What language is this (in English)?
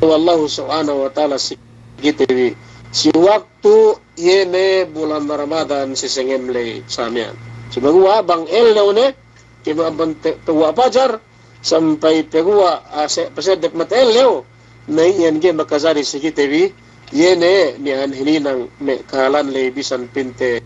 Yakan